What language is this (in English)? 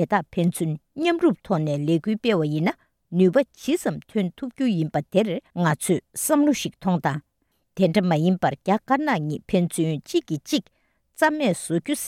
Tibetan